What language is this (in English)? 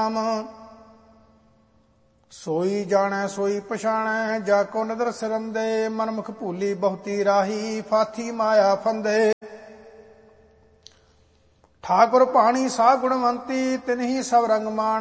Punjabi